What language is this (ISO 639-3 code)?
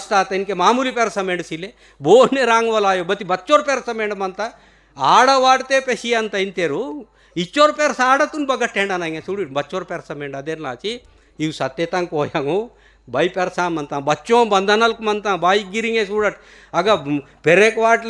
gon